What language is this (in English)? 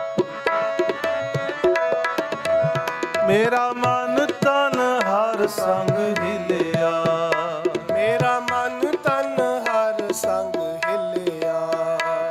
Punjabi